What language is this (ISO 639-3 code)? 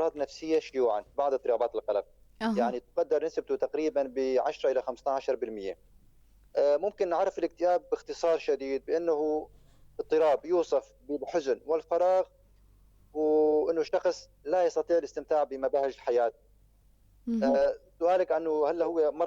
apc